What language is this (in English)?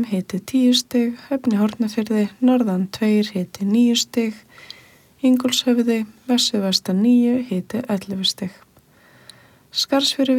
Icelandic